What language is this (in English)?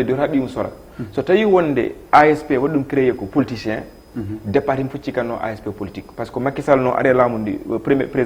Fula